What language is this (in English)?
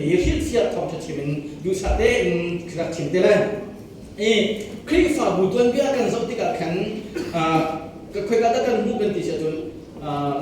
Hakha Chin